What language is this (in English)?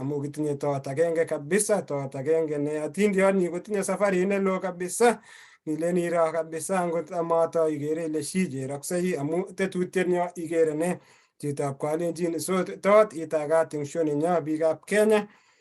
Kalenjin